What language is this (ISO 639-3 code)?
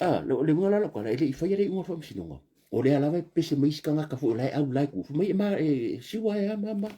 smo